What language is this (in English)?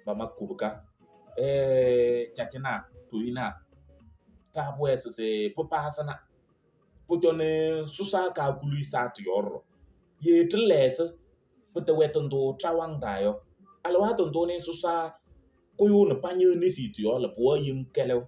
Kabiyè